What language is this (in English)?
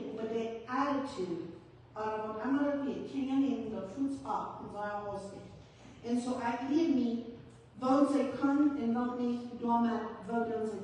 Plautdietsch